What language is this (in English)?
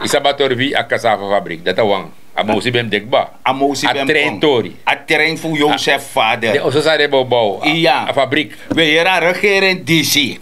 Sranan Tongo